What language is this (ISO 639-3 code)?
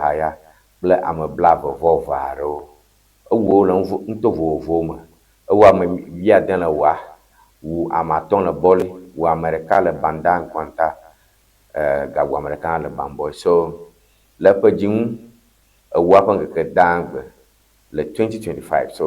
ewe